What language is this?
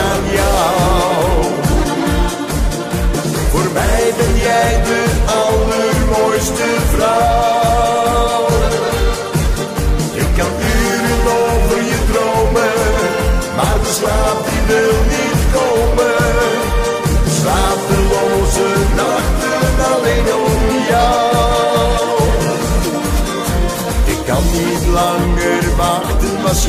Dutch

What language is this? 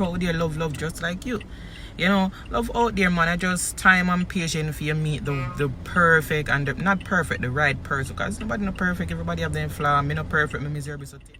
Jamaican Creole English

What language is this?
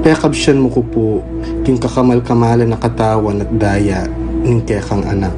Pampanga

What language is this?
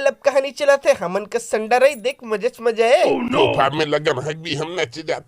Chhattisgarhi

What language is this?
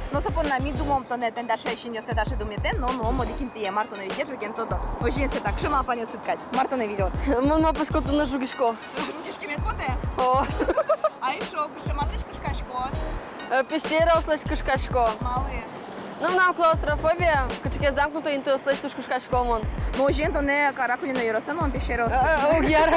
Udmurt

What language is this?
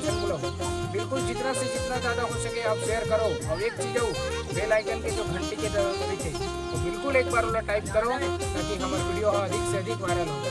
Chhattisgarhi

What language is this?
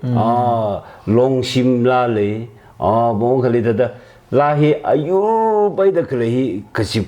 Tangkhul Naga (India)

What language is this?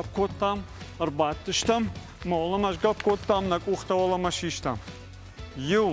Ossetic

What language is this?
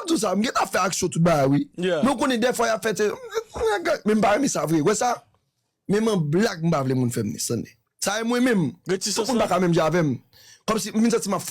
Haitian Creole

